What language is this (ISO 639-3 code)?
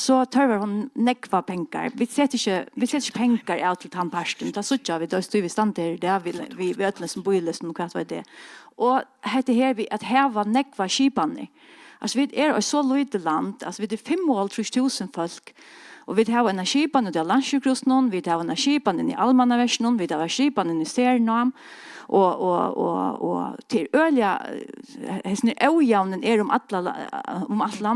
fao